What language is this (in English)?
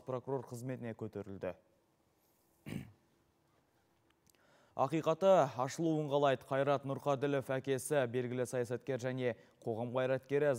Kazakh